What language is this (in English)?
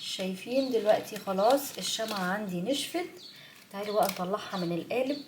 Egyptian Arabic